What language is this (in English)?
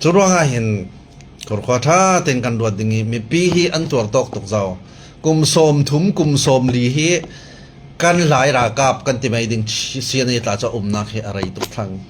Falam Chin